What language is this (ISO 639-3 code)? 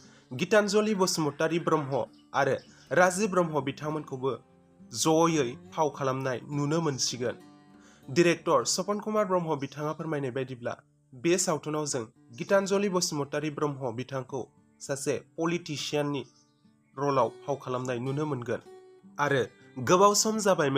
brx